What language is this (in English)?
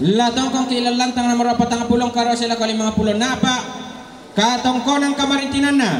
Toraja-Sa'dan